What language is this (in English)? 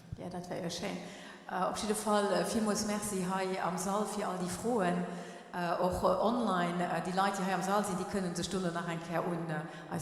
Luxembourgish